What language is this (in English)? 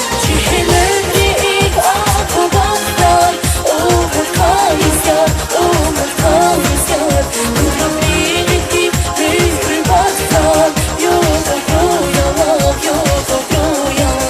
Tabassaran